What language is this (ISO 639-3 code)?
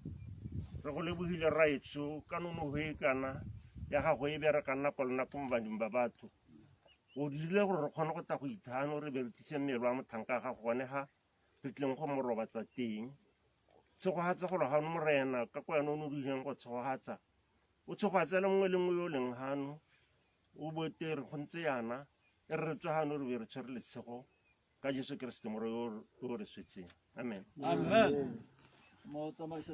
tsn